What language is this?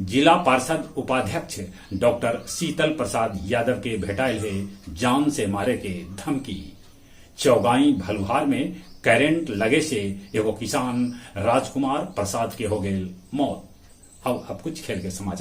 Magahi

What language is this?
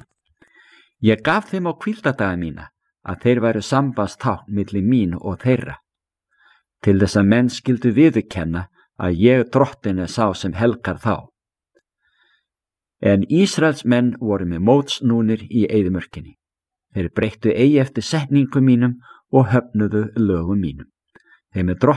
Icelandic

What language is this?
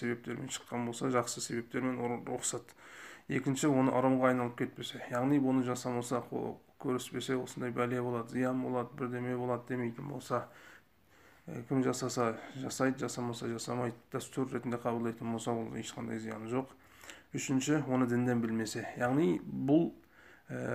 Kazakh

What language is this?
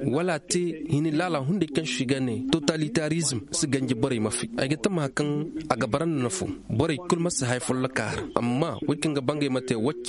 Koyraboro Senni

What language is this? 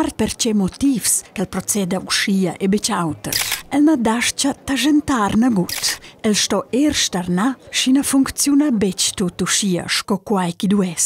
Romansh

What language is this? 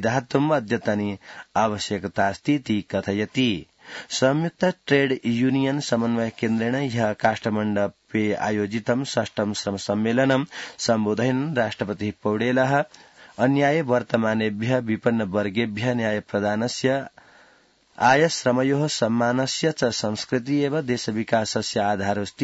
Sanskrit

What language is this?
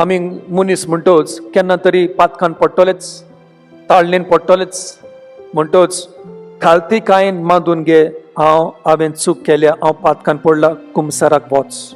Konkani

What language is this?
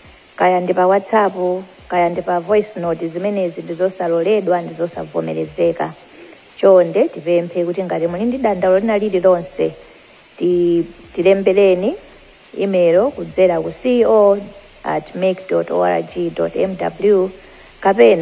Nyanja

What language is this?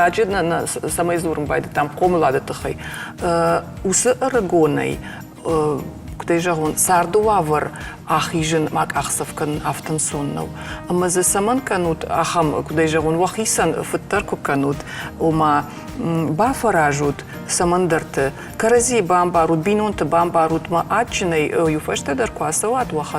Ossetic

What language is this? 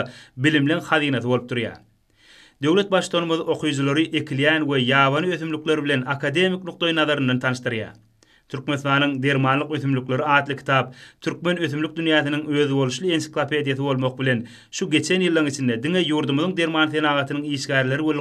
Turkmen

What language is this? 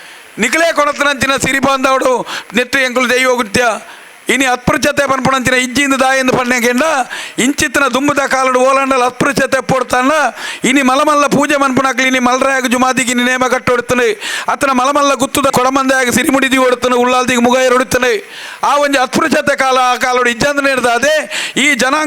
Tulu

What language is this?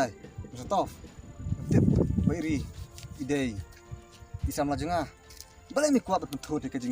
Khasi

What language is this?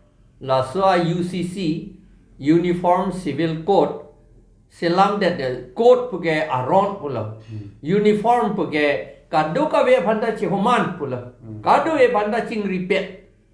Karbi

